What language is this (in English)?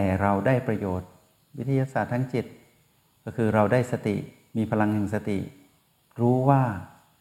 Thai